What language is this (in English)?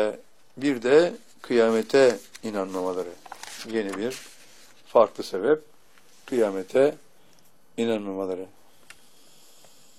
Turkish